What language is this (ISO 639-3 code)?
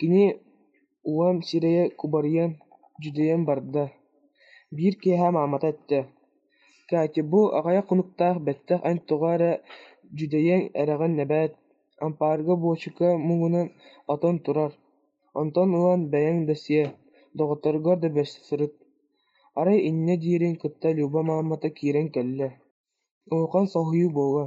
sah